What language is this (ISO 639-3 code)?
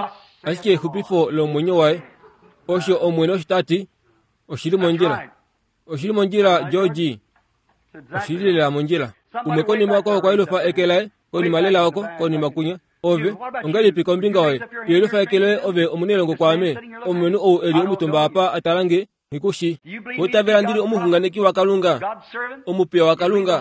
kua